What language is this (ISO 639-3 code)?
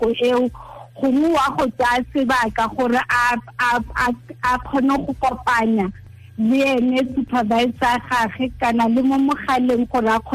tsn